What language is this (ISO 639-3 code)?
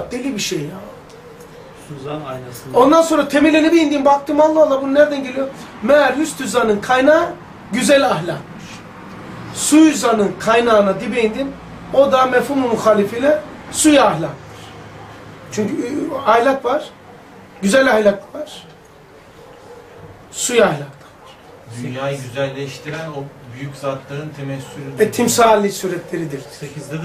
tur